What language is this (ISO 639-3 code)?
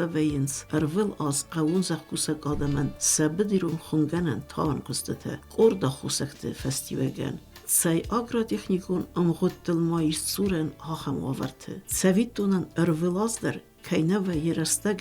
oss